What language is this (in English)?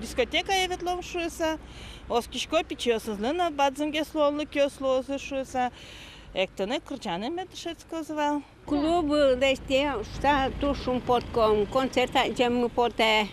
Udmurt